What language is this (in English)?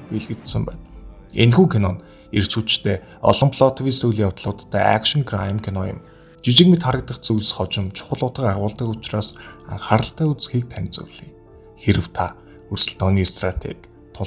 Mongolian